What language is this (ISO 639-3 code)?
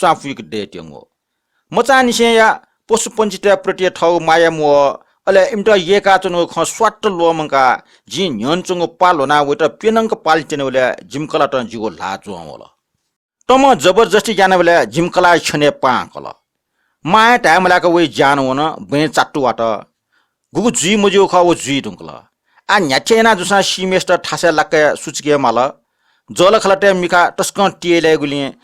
new